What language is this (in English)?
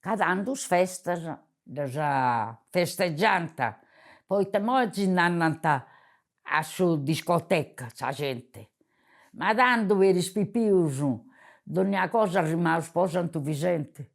Sardinian